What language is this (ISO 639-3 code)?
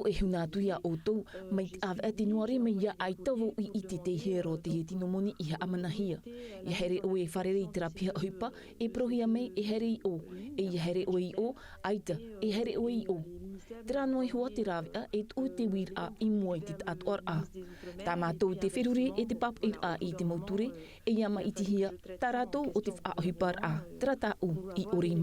tah